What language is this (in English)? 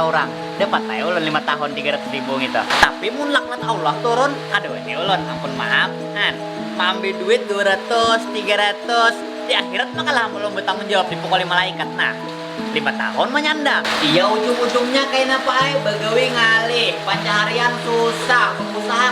Banjar